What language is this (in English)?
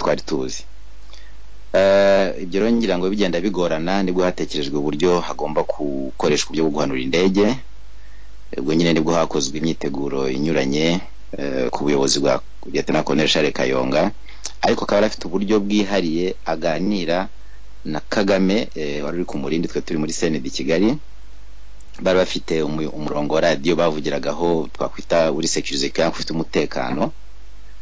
Kinyarwanda